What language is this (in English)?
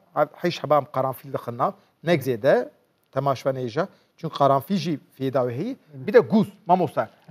Kurdish